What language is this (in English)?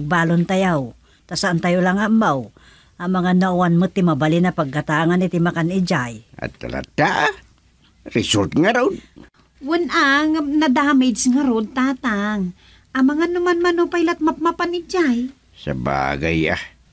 Iloko